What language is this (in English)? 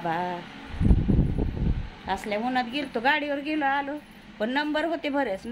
Marathi